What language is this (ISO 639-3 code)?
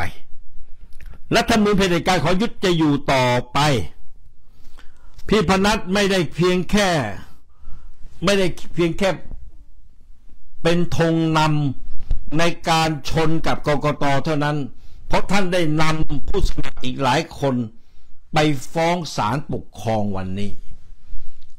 tha